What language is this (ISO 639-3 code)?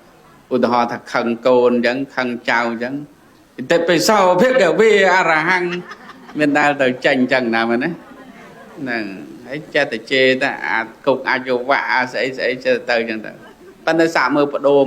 khm